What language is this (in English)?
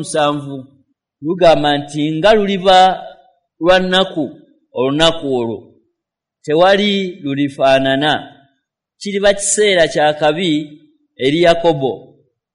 Ganda